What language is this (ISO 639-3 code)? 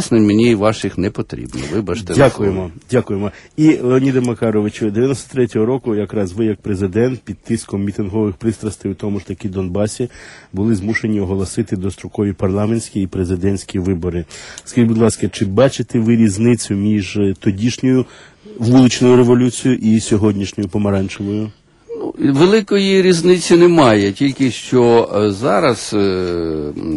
ukr